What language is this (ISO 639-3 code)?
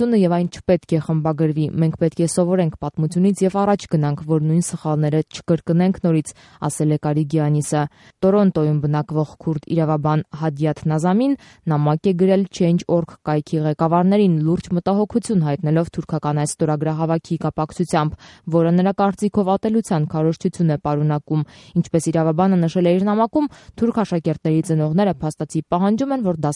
hye